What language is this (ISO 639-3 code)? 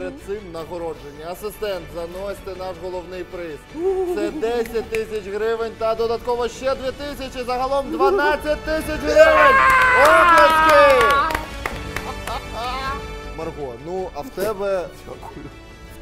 ukr